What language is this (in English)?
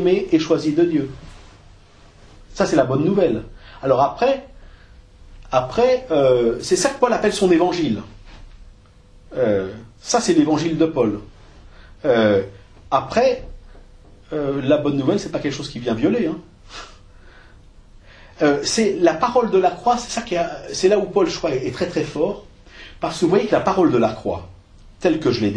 French